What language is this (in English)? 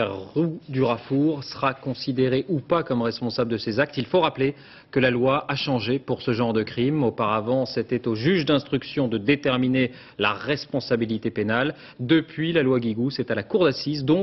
French